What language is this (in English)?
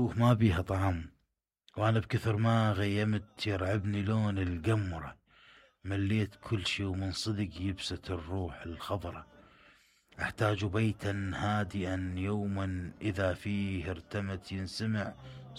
Mesopotamian Arabic